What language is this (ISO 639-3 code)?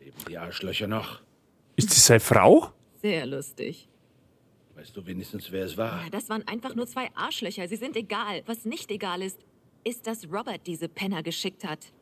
bar